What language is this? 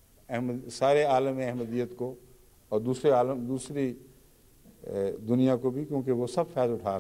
Urdu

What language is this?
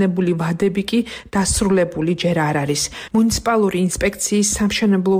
Georgian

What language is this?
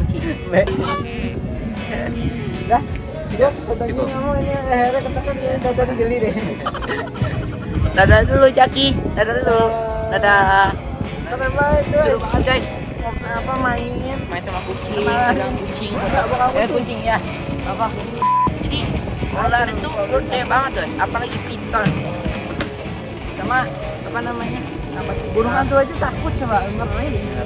Indonesian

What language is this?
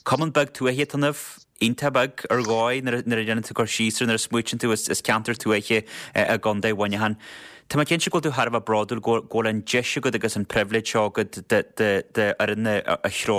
Irish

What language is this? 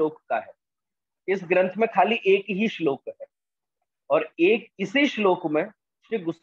Hindi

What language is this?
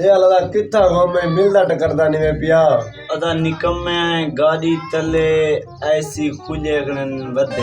Saraiki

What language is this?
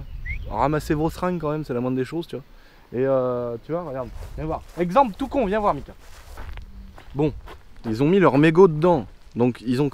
French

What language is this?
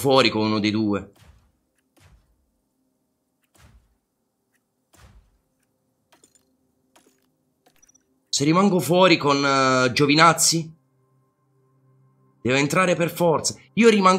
Italian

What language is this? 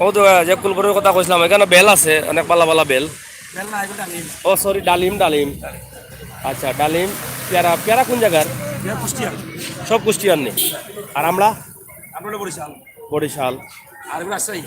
Sylheti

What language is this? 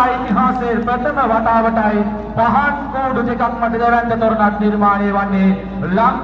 Sinhala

